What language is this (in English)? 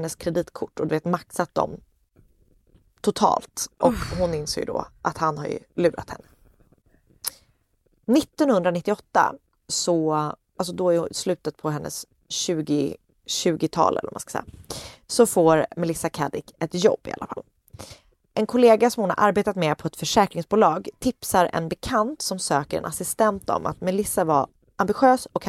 Swedish